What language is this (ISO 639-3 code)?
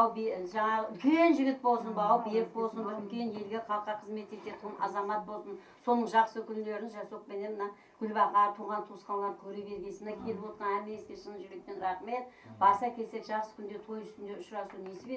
kaa